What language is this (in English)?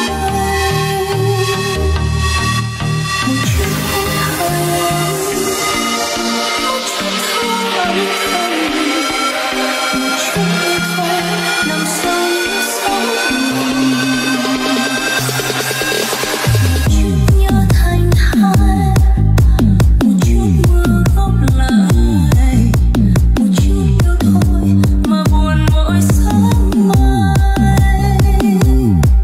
Vietnamese